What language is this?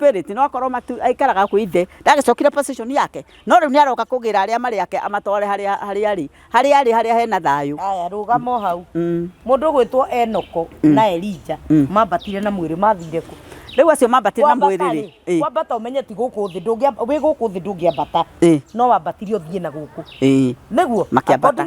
Kikuyu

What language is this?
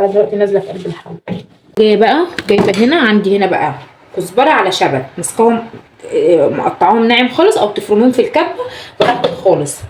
Egyptian Arabic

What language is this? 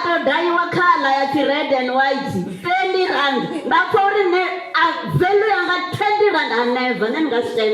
Venda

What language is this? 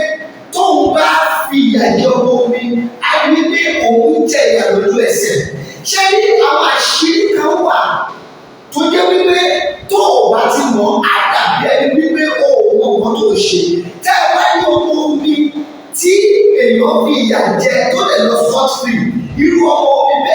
Yoruba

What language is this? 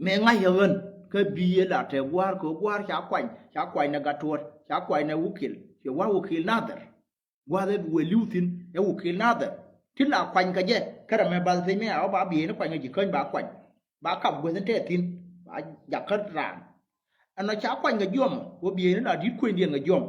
Nuer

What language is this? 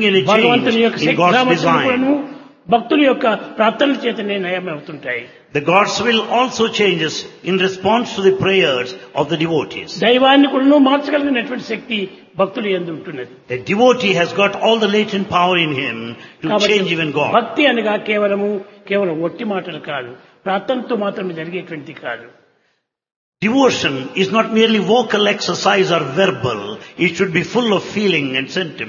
Telugu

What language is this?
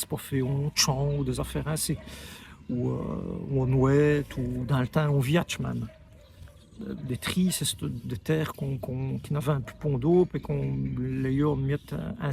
Walloon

